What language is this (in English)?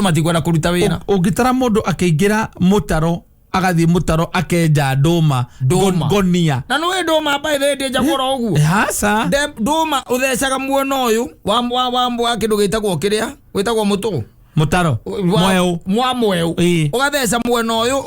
Kikuyu